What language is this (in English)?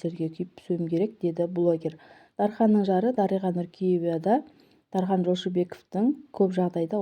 Kazakh